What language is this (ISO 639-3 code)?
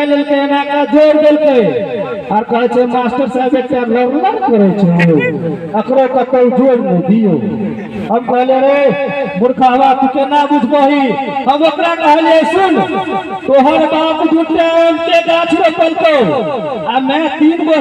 mai